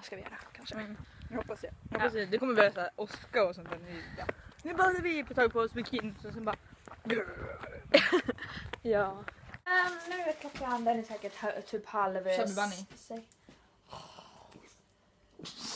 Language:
Swedish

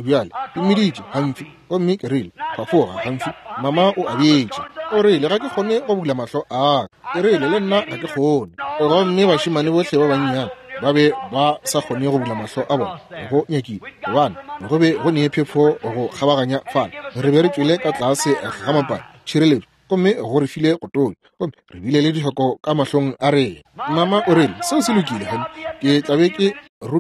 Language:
Northern Sotho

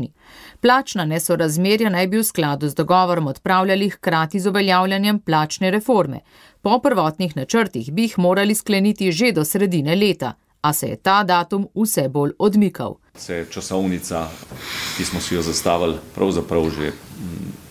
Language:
Slovenian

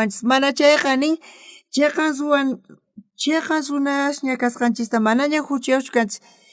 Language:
South Bolivian Quechua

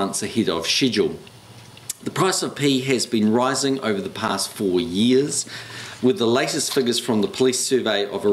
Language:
English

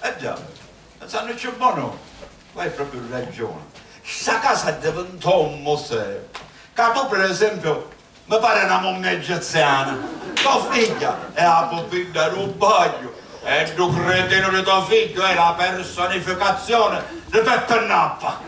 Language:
Sicilian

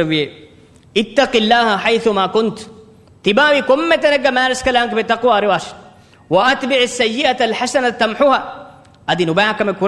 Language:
Divehi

